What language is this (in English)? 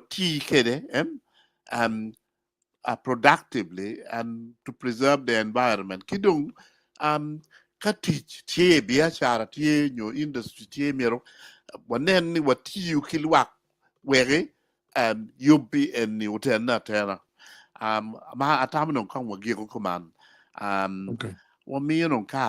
Acoli